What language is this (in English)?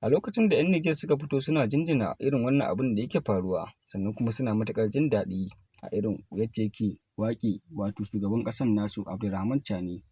Hausa